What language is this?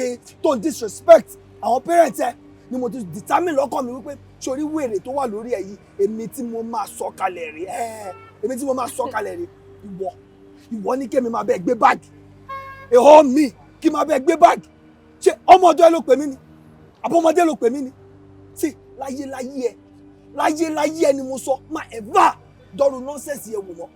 Yoruba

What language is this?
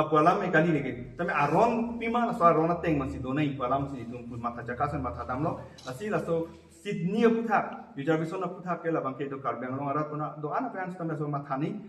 Karbi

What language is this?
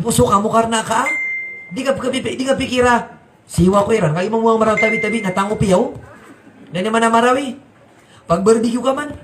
Maranao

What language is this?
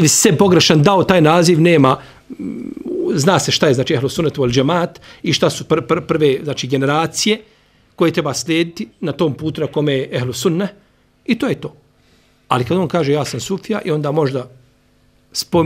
Bosnian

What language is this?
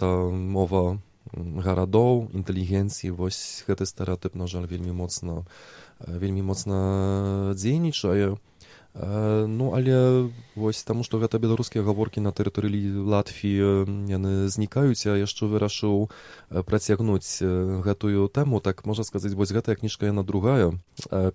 Belarusian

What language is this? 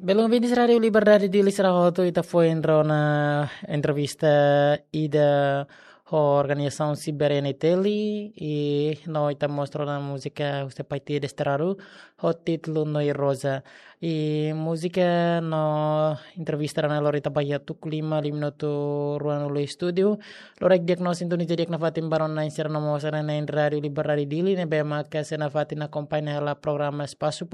Tetum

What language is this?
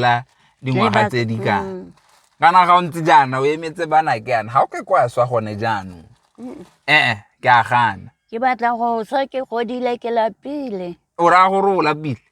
Tswana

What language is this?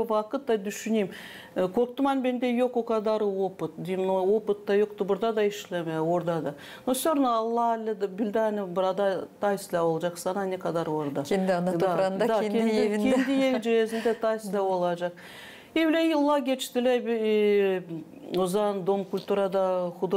Gagauz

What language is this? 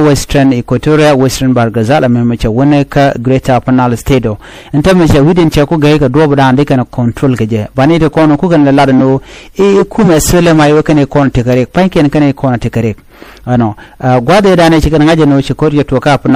Nuer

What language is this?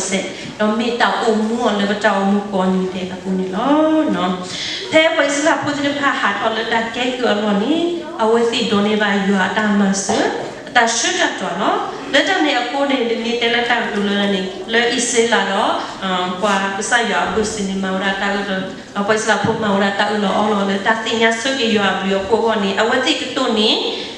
S'gaw Karen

